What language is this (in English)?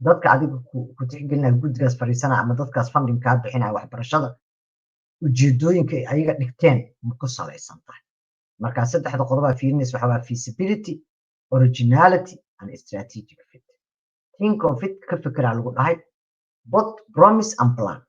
Somali